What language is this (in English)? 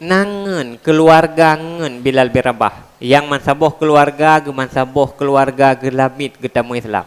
Achinese